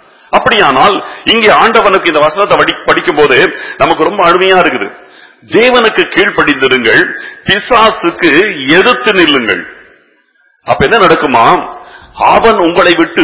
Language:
Tamil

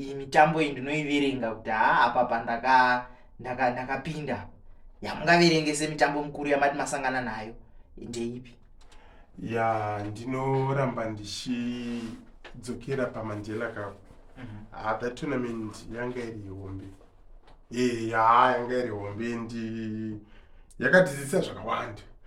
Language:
Shona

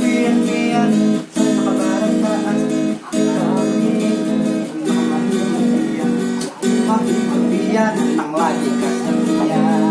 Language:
Banjar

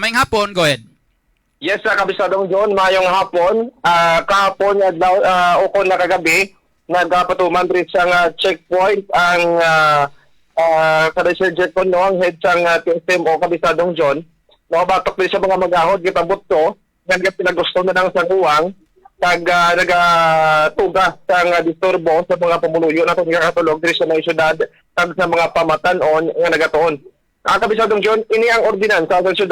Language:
Hiligaynon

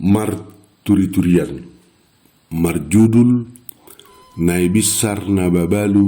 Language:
Batak Toba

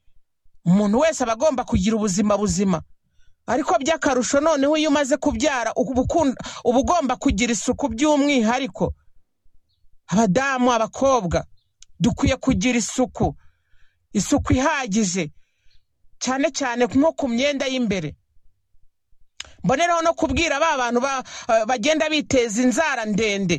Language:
Kinyarwanda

